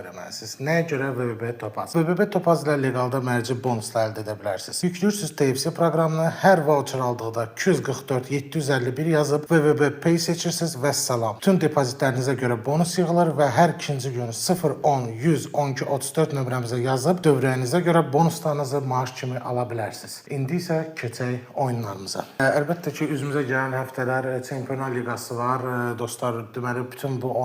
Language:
Azerbaijani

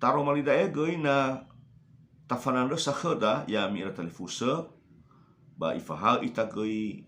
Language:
Nias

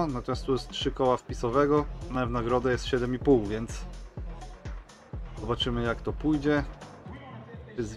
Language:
Polish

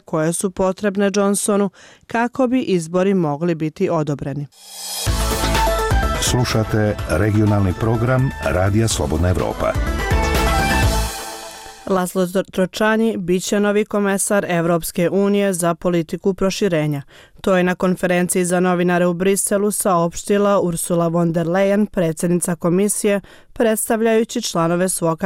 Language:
Bosnian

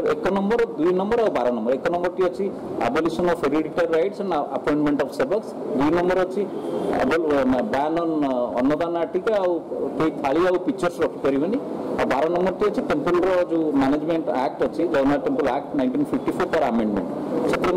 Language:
Odia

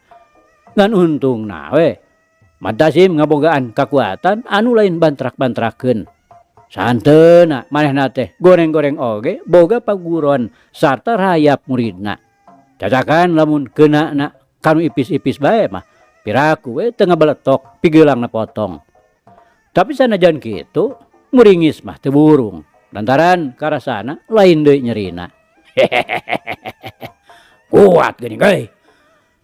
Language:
Sundanese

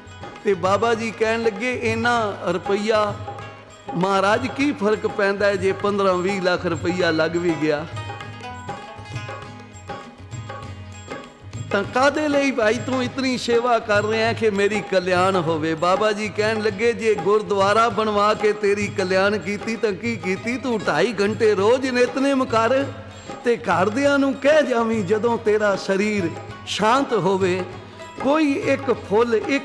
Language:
Punjabi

